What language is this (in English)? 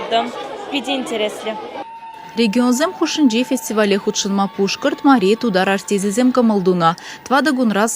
Chuvash